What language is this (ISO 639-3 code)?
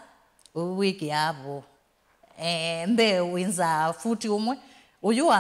kam